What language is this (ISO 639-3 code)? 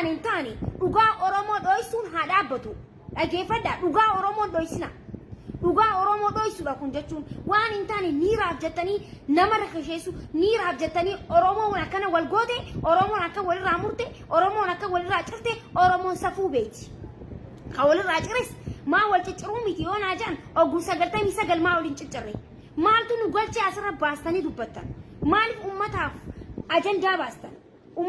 orm